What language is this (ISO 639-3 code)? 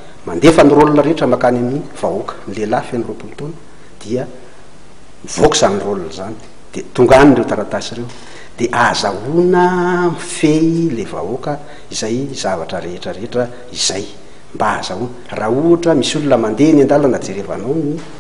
mlg